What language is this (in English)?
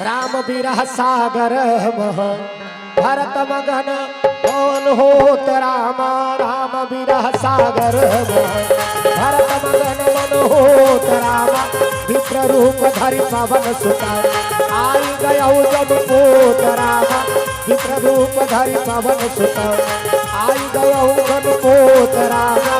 Chhattisgarhi